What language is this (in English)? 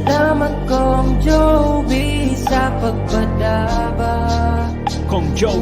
Bikol